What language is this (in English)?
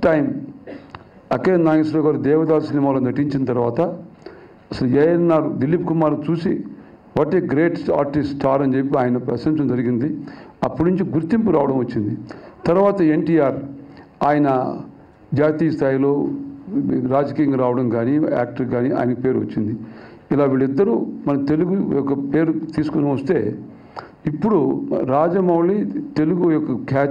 Telugu